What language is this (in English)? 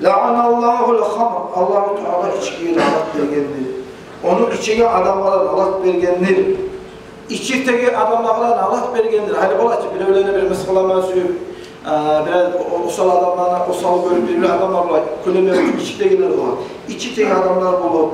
Kumyk